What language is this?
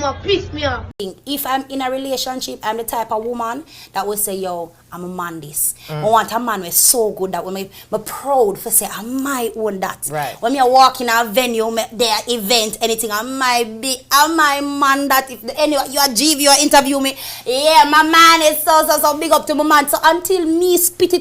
Jamaican Creole English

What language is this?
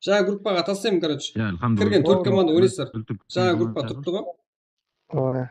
Kara-Kalpak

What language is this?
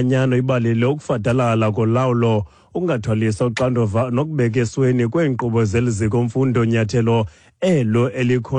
Xhosa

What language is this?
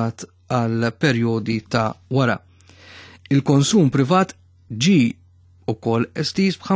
Maltese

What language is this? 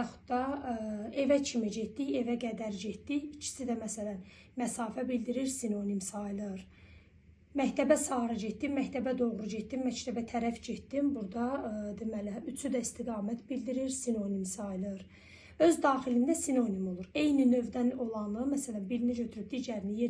Azerbaijani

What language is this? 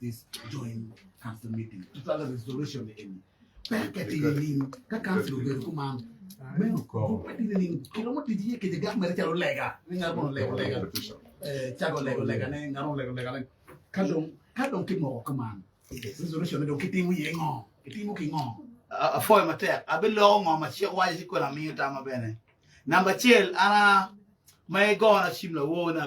Acoli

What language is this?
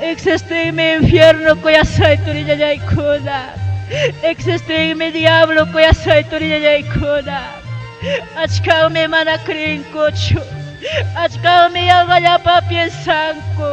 Ayacucho Quechua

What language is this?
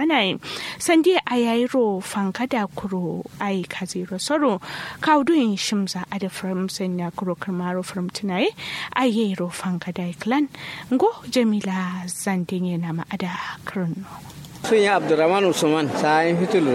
Kanuri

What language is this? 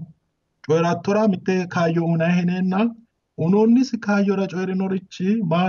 Sidamo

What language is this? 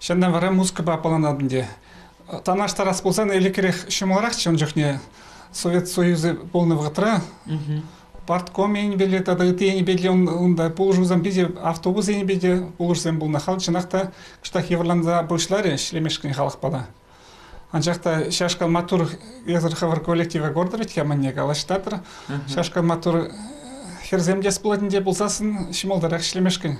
Chuvash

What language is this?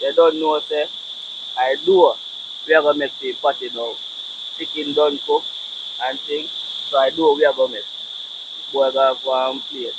Jamaican Creole English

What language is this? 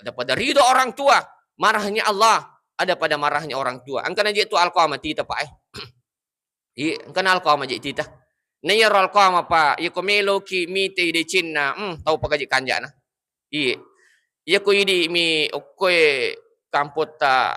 Buginese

